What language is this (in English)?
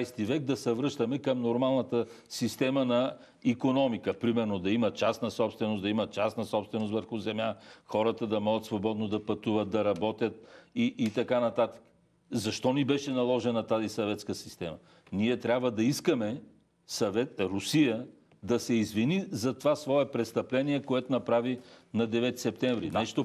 Bulgarian